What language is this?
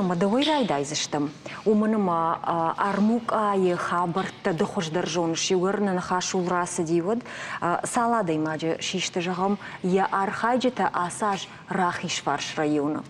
Ossetic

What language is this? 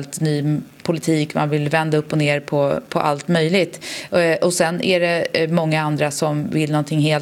Swedish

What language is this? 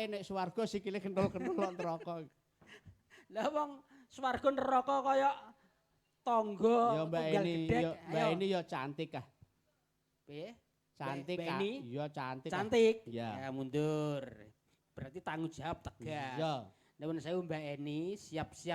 Javanese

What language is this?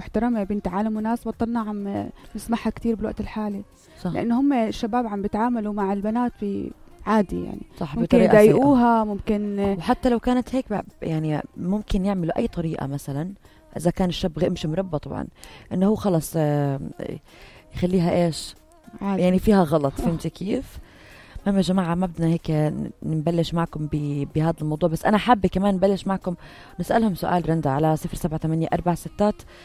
North Levantine Arabic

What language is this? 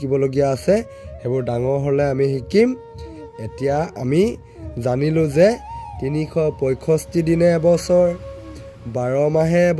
Assamese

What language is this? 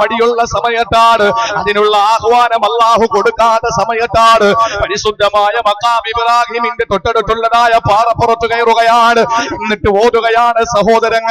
Malayalam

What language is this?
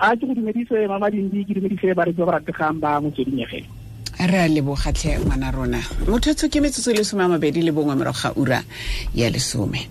Tswana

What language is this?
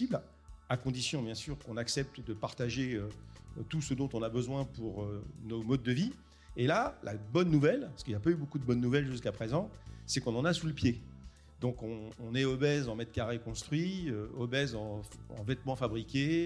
French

